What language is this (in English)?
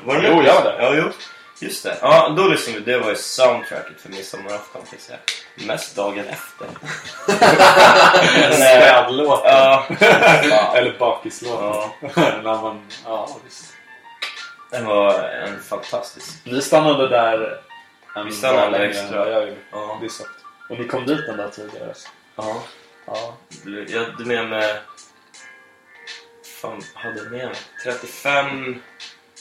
Swedish